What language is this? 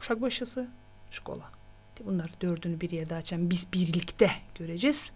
Gagauz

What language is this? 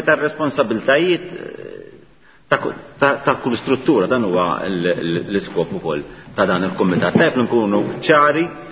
Maltese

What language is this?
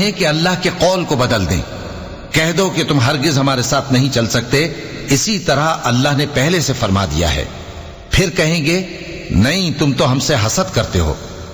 Urdu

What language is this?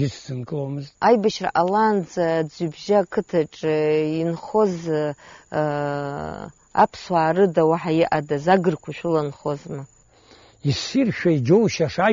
Abkhazian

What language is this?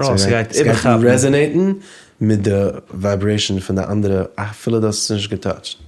Yiddish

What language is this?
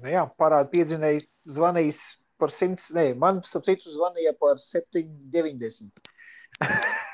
Latvian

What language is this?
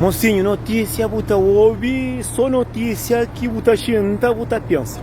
Kabuverdianu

